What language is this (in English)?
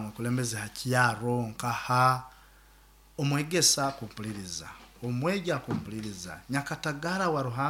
Nyoro